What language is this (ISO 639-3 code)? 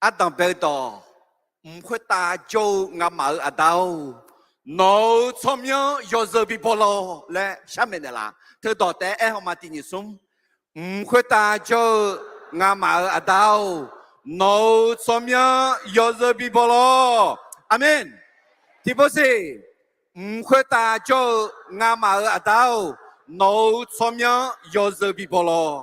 ahk